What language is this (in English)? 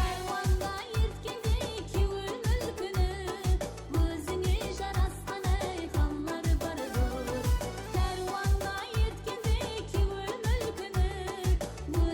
Kara-Kalpak